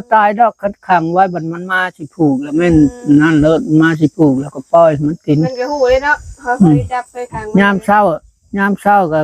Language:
Northeastern Thai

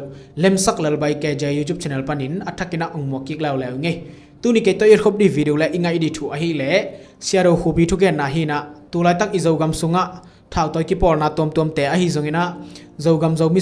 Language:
Tedim Chin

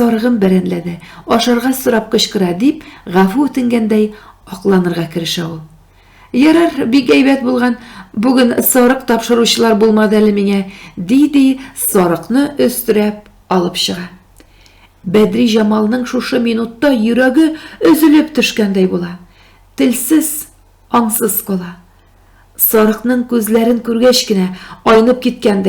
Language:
Tatar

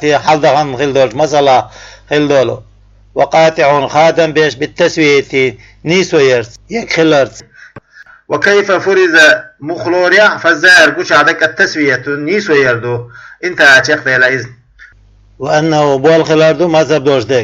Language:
Chechen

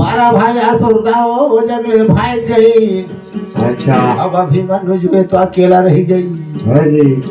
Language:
Chhattisgarhi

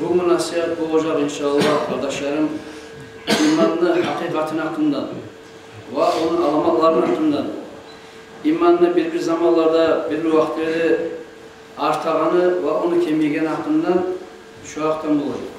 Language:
Kumyk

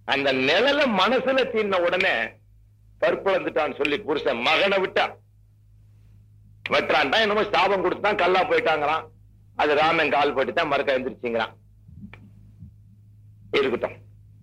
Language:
Tamil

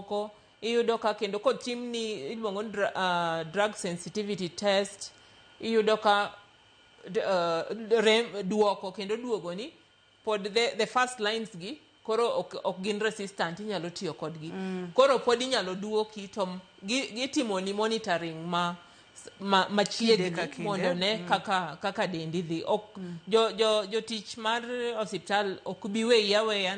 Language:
Luo (Kenya and Tanzania)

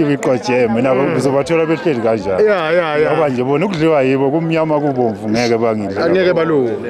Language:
Zulu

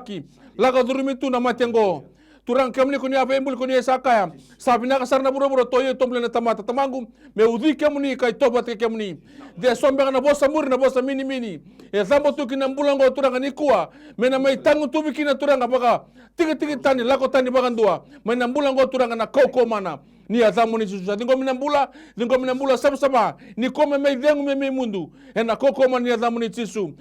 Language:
Fijian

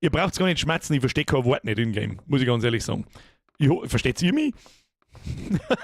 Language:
Bavarian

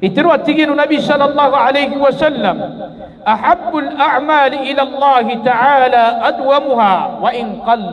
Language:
Maranao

